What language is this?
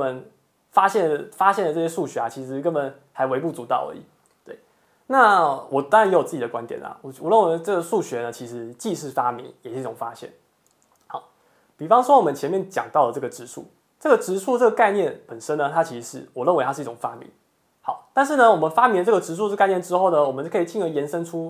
Chinese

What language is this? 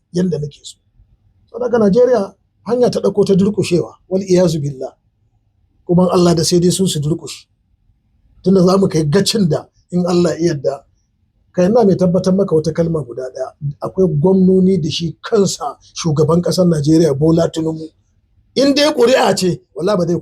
Hausa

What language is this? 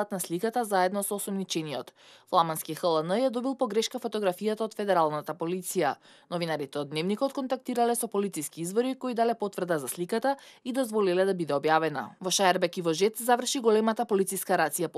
Macedonian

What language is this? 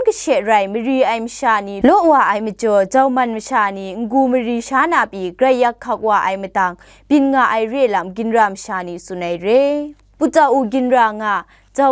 Kachin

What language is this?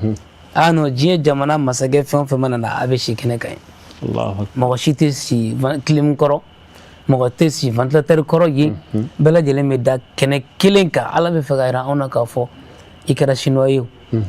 Bambara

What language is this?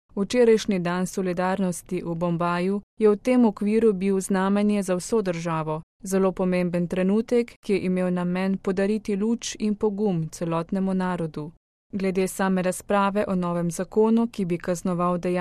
Slovenian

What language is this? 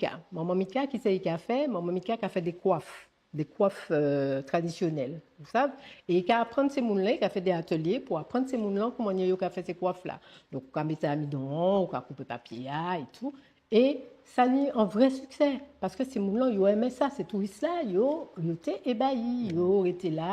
Guadeloupean Creole French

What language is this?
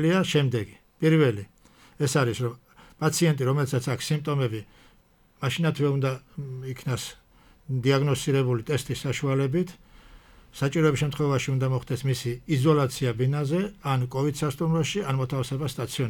Georgian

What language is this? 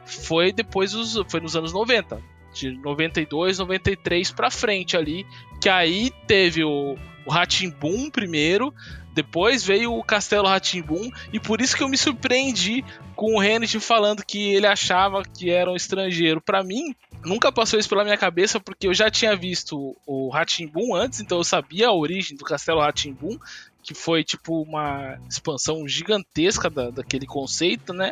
Portuguese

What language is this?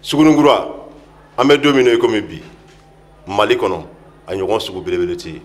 Bambara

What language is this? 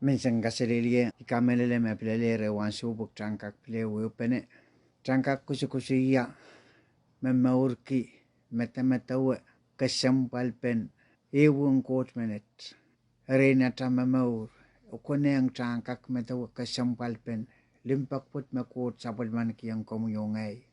Pohnpeian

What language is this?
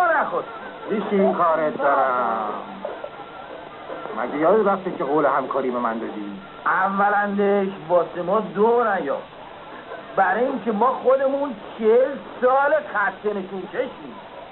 Persian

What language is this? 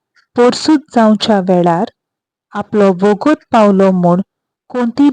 Konkani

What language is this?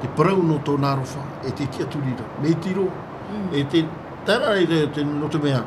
Tahitian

